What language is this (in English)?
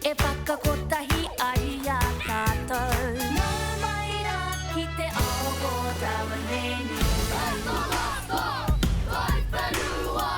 Māori